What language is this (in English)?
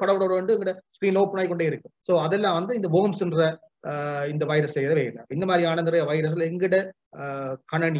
Tamil